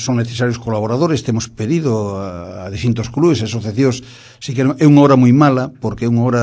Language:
Galician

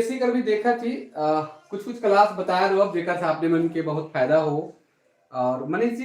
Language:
Sadri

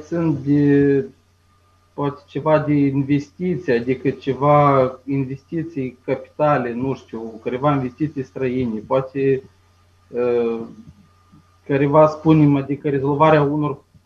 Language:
Romanian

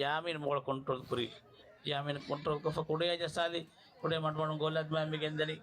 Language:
Divehi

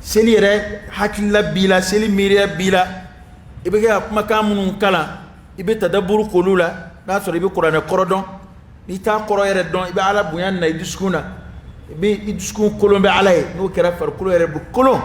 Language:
Dyula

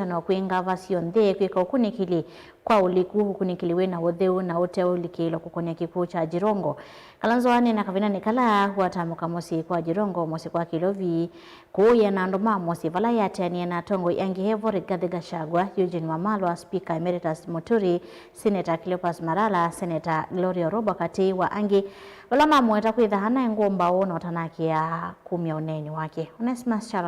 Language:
Kamba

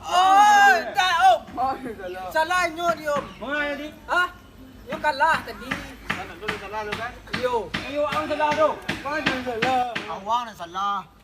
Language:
Minangkabau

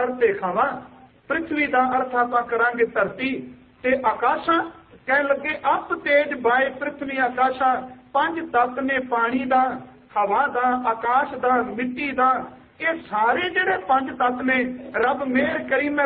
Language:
Punjabi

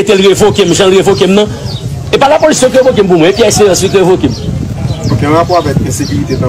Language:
Haitian Creole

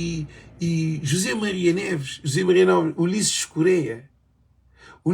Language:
Kabuverdianu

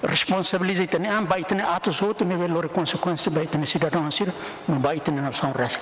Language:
Tetum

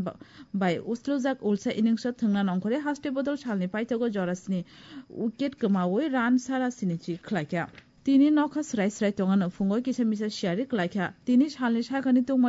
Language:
Kok Borok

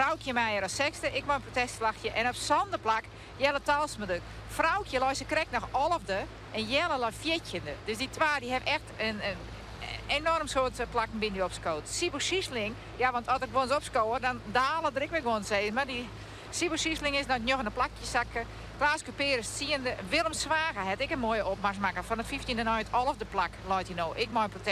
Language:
Western Frisian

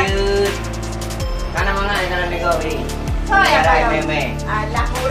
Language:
Achinese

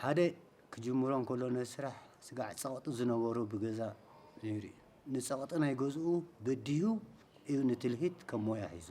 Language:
Tigrinya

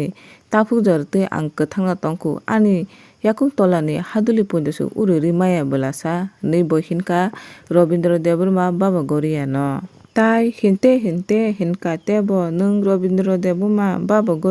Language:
Kok Borok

